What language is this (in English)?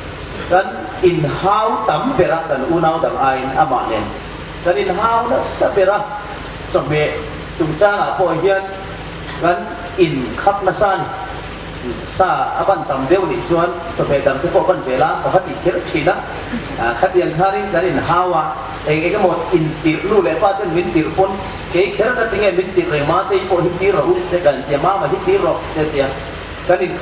Hmar